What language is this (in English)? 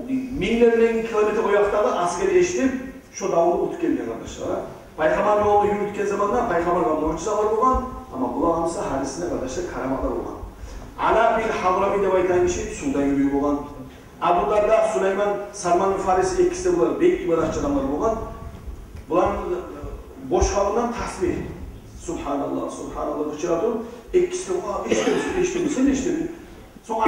Kumyk